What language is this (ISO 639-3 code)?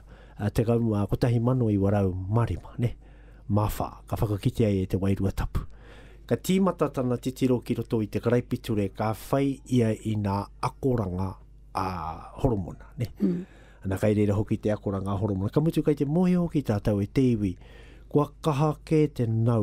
mri